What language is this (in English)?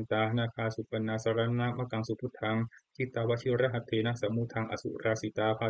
Pali